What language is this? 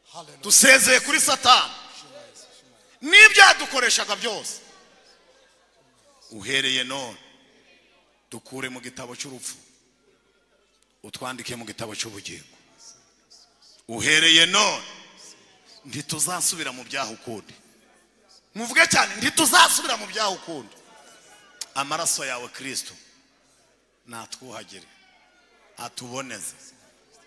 Kinyarwanda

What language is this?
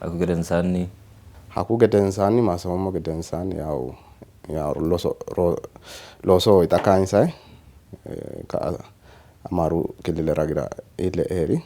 Sidamo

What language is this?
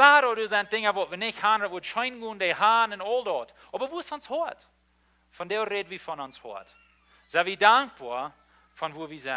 Plautdietsch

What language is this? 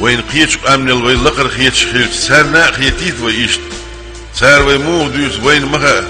Chechen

